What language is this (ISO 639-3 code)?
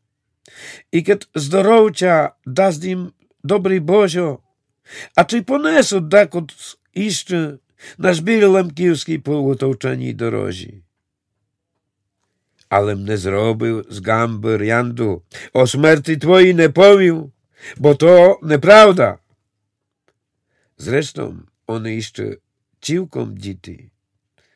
rue